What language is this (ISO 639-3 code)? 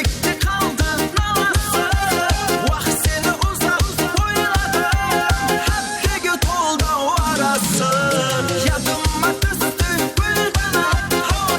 kaa